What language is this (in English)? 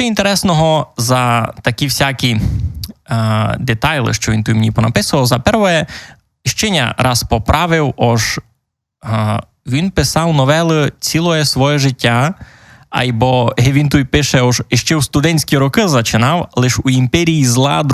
Rusyn